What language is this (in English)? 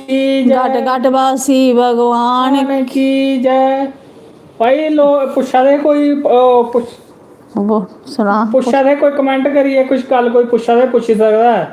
Dogri